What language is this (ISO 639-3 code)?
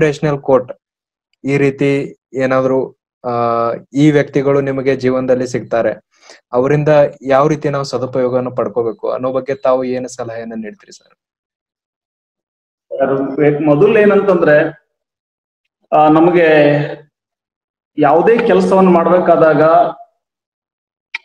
kan